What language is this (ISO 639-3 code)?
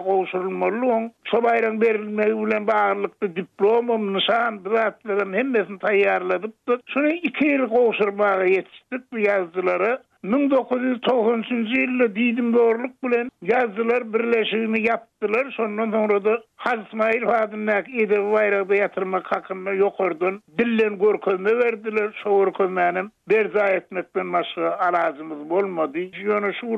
tuk